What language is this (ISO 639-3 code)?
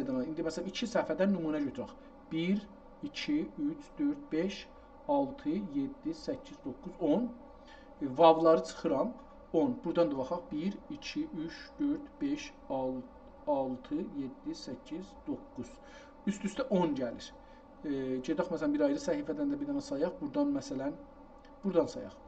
azb